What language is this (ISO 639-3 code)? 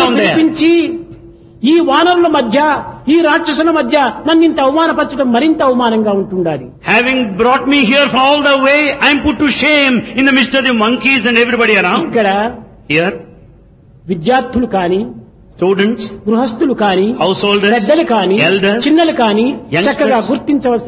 tel